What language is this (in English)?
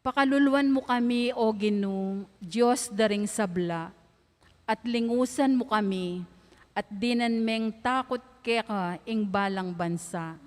Pampanga